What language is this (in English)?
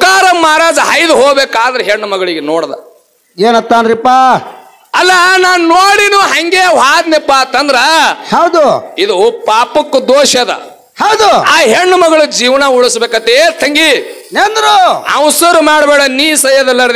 Kannada